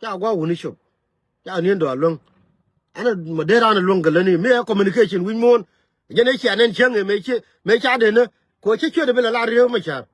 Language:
Nuer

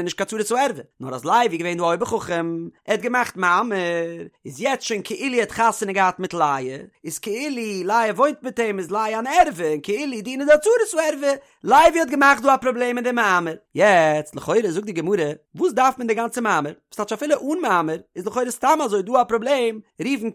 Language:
Yiddish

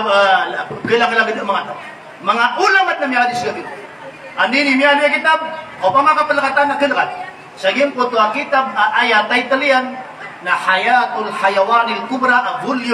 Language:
Maranao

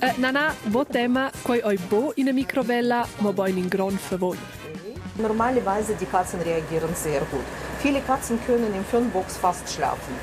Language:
Romansh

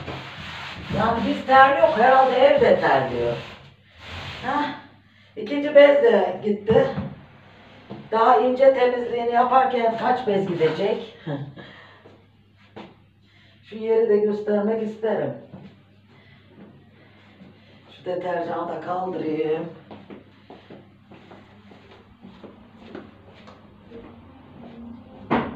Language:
Turkish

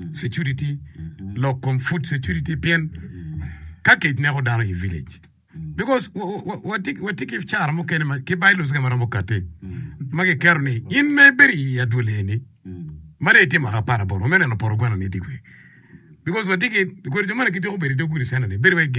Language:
Acoli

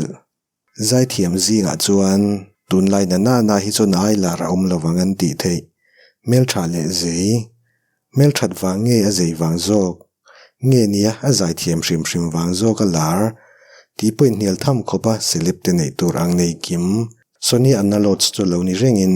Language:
Mizo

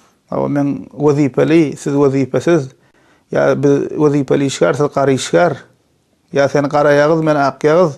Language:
Turkmen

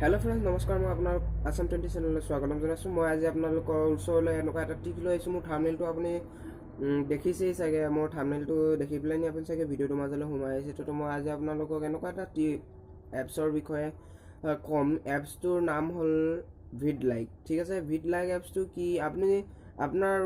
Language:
Assamese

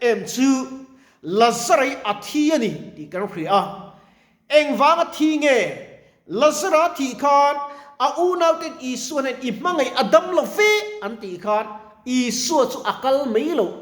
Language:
Mizo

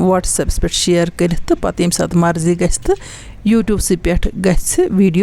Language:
Kashmiri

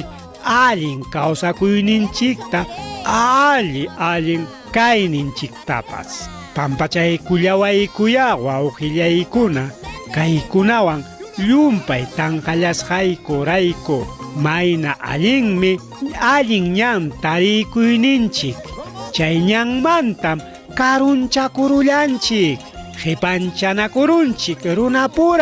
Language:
Ayacucho Quechua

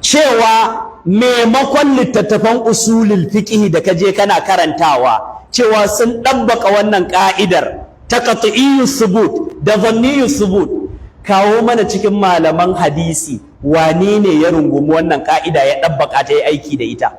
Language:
Hausa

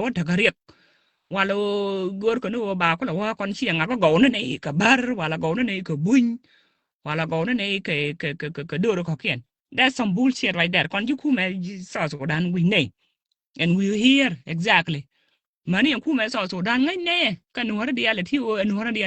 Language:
Nuer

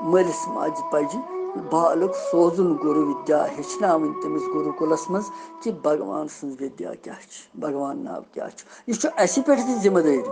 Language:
Kashmiri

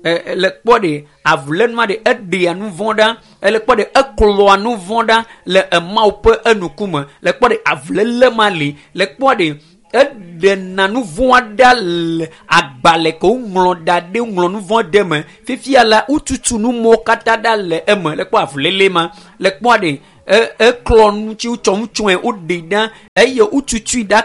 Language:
Ewe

